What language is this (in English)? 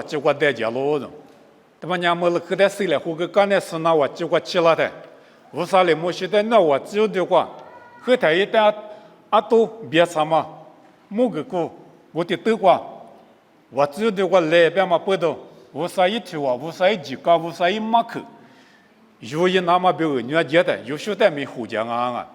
Lisu